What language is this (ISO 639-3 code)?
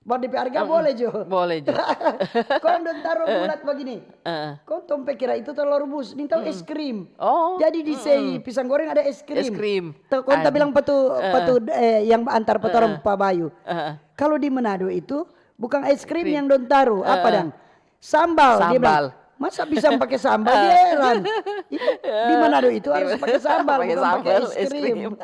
xmm